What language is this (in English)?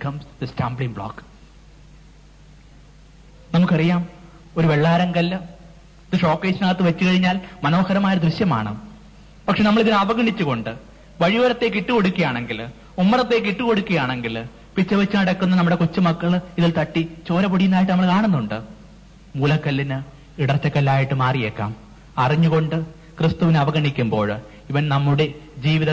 Malayalam